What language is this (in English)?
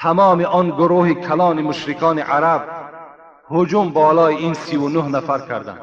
Tajik